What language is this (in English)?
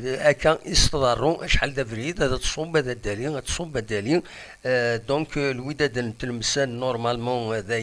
Kabyle